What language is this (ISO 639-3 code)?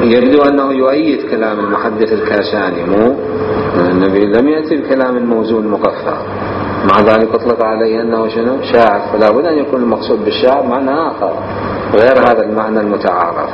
acm